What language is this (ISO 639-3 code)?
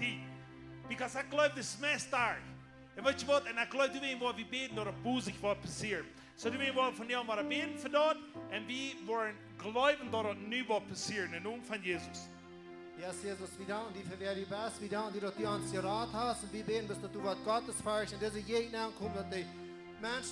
pdt